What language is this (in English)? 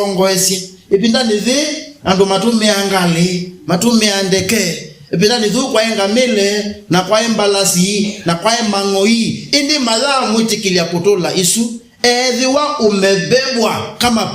Kamba